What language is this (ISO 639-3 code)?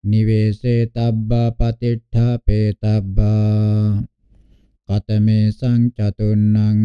pli